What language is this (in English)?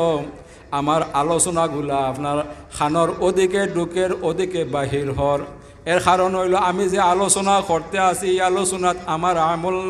Sylheti